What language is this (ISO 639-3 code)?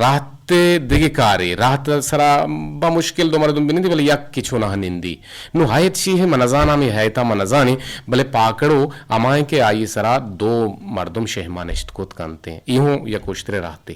bgp